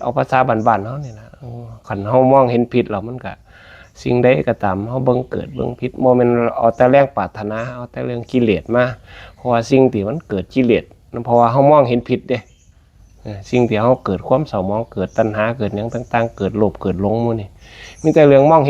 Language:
Northeastern Thai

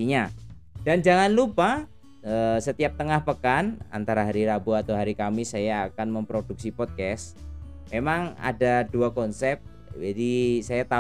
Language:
Indonesian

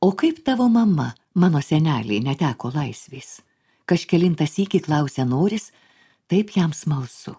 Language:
Lithuanian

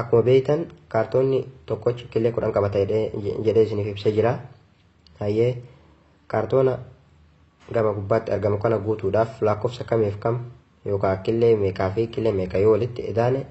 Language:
Oromo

